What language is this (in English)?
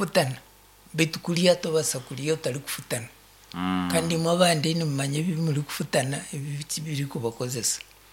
Nyankole